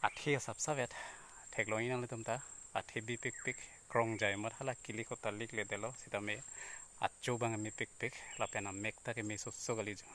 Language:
Karbi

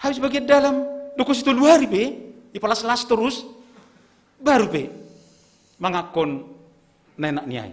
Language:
Batak Simalungun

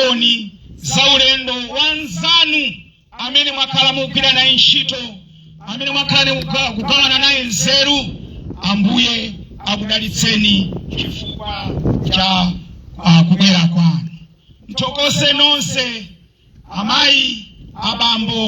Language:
Nyanja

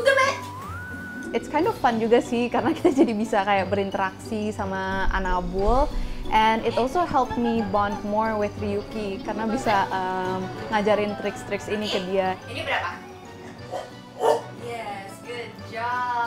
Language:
Indonesian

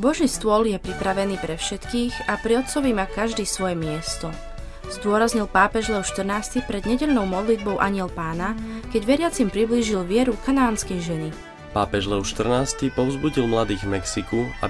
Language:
Slovak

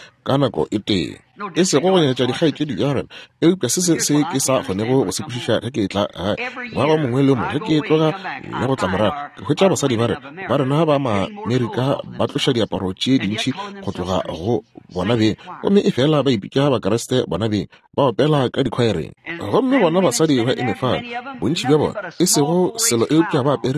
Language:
Northern Sotho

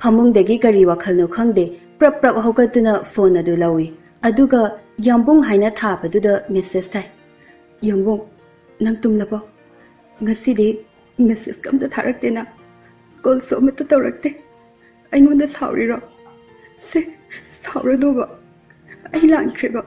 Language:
Manipuri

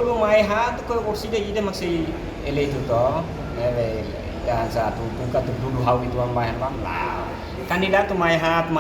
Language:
Tetum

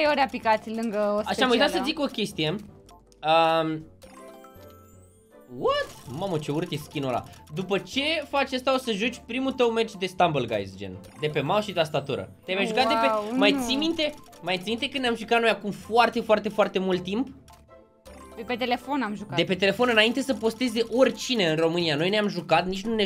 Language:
Romanian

